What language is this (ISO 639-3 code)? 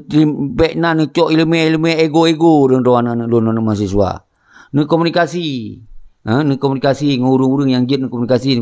ace